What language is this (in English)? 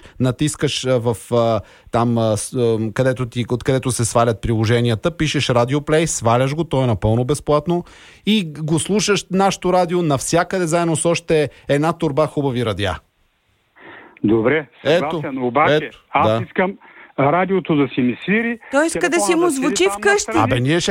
Bulgarian